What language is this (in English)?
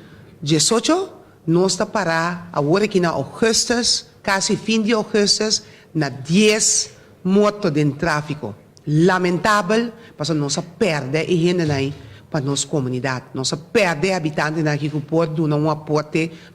Papiamento